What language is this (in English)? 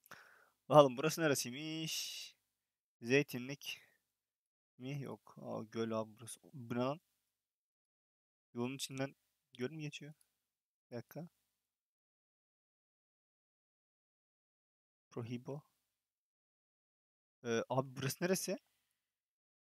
Turkish